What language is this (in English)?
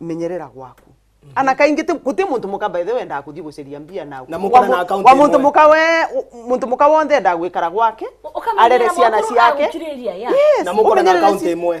Meru